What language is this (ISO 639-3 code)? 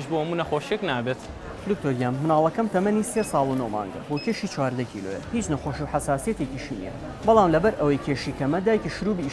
ckb